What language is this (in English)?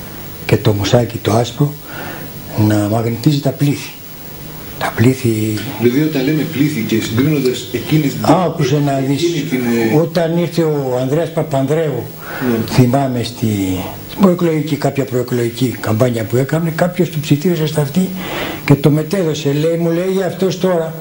Greek